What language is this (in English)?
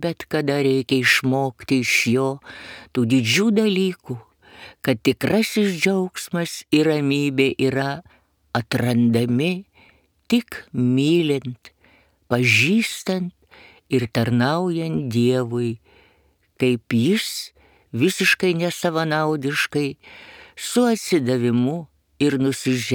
Lithuanian